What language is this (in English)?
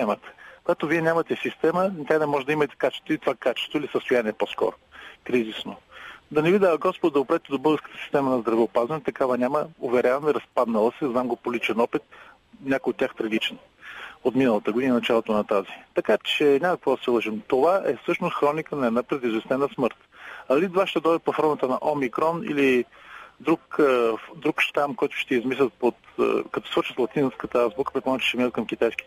Bulgarian